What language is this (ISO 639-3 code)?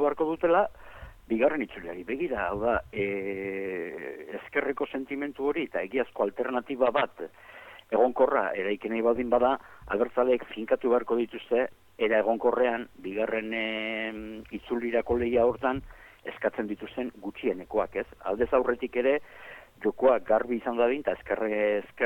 eus